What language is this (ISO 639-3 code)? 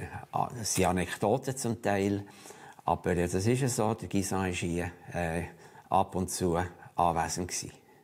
gsw